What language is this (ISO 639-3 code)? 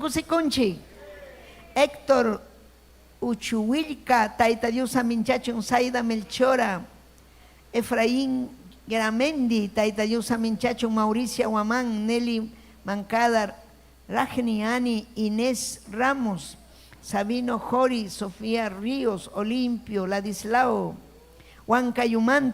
quy